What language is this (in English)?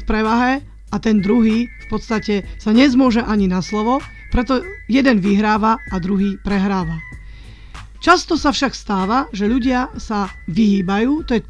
Slovak